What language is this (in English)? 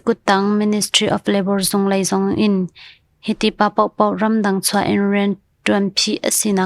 Hakha Chin